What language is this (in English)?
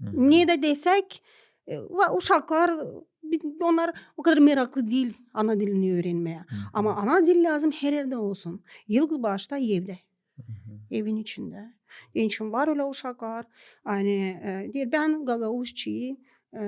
Gagauz